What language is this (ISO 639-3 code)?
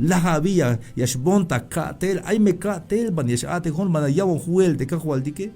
tzh